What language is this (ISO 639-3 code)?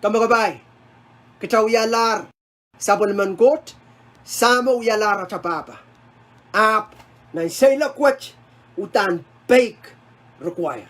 pon